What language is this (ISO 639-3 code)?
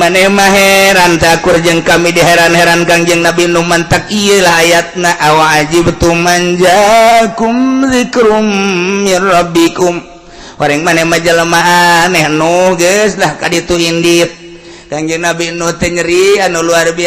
sun